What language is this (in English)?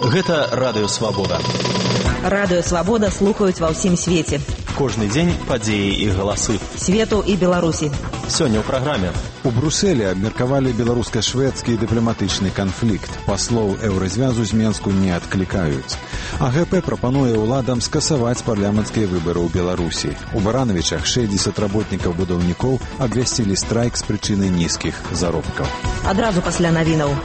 Belarusian